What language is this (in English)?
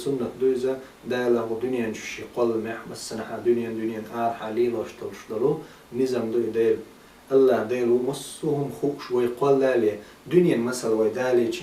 Chechen